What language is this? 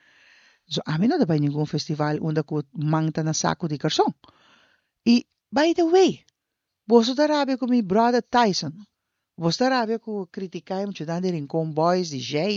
Papiamento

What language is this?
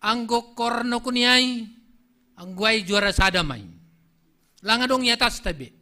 Batak Simalungun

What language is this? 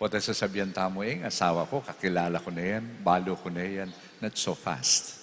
Pampanga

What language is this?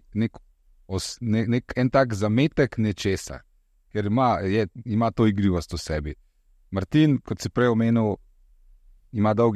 Slovenian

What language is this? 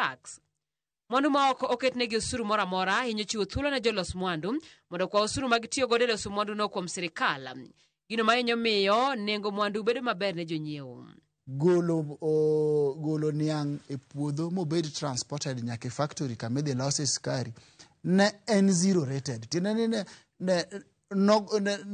Luo (Kenya and Tanzania)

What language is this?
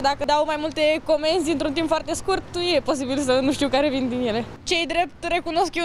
Romanian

